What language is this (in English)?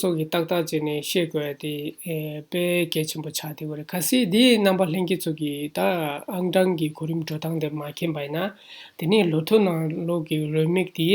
Tibetan